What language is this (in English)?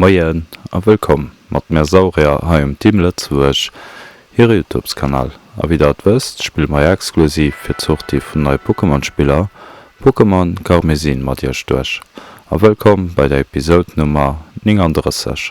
Luxembourgish